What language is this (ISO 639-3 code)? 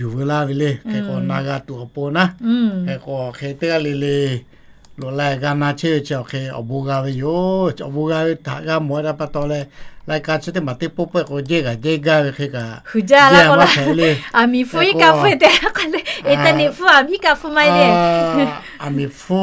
lhu